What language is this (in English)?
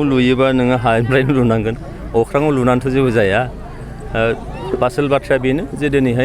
Bodo